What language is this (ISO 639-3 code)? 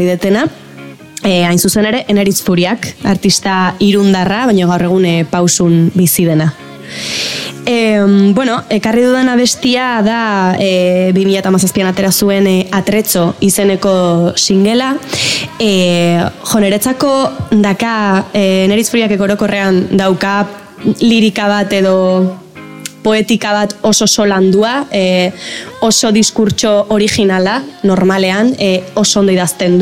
eus